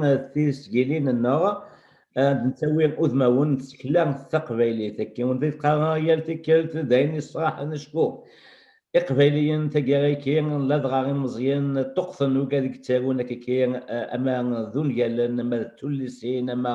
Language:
Kabyle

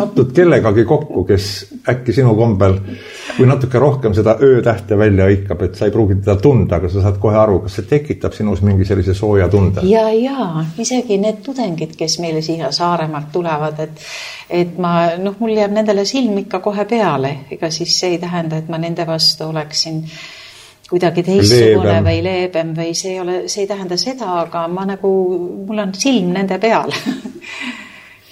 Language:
Estonian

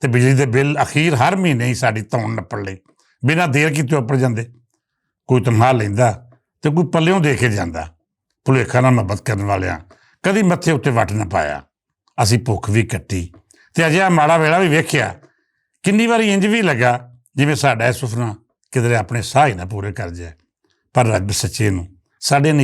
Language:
Western Panjabi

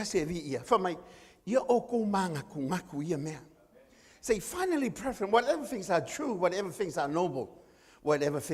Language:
Samoan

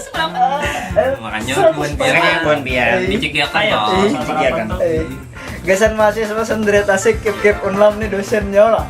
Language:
Banjar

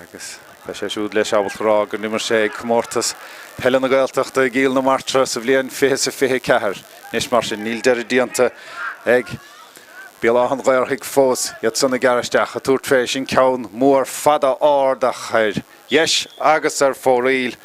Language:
Irish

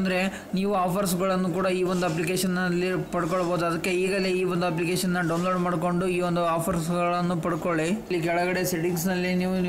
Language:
Kannada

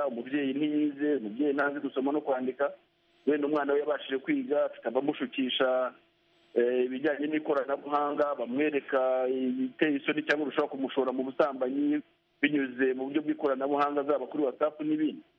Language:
Kinyarwanda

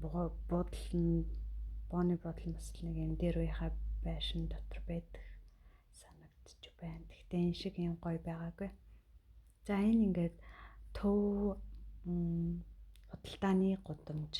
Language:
Mongolian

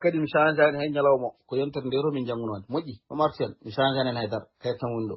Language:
Fula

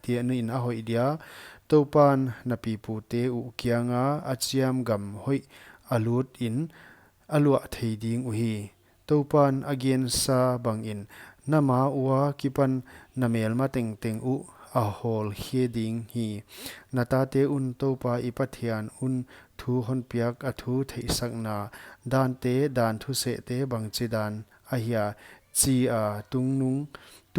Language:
Paite Chin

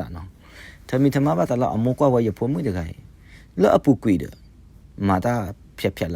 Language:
S'gaw Karen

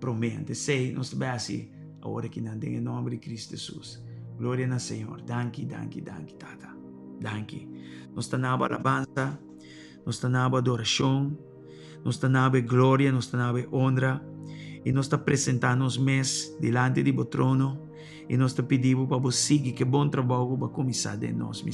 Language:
Papiamento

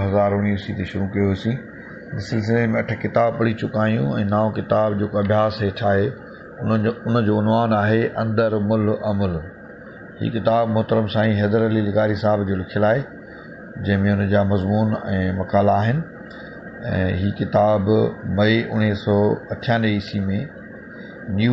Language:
Sindhi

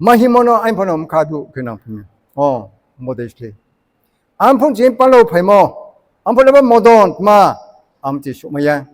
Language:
Riang (India)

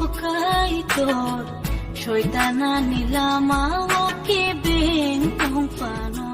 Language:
Kok Borok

